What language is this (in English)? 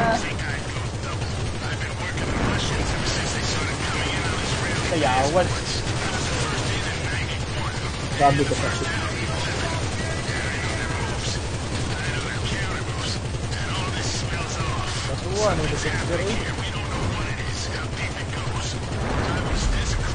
Filipino